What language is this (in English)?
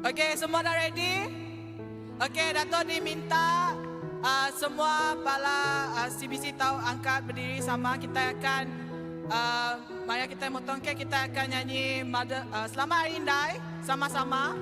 Iban